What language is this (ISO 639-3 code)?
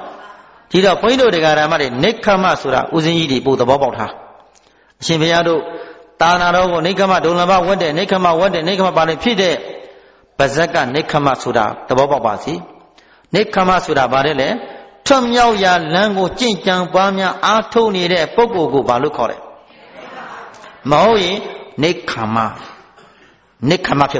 mya